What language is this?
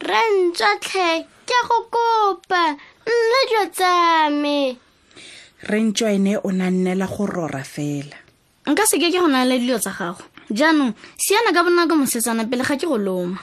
Tswana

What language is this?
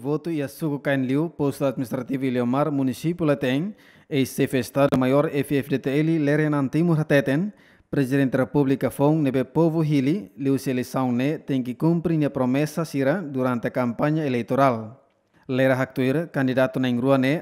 Tetum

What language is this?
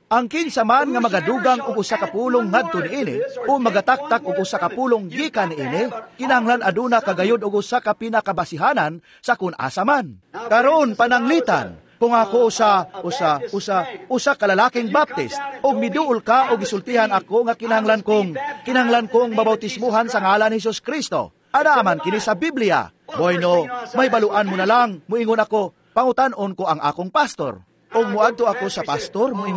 Cebuano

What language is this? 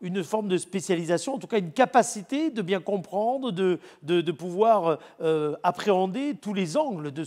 French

